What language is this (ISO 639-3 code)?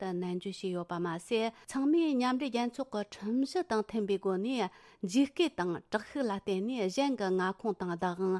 bod